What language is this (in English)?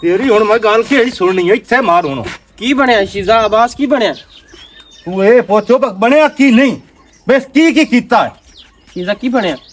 Western Panjabi